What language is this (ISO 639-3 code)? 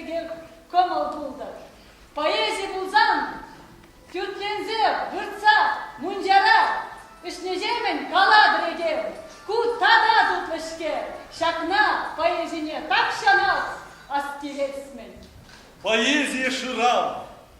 chv